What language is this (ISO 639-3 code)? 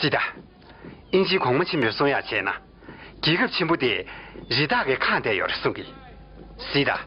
bod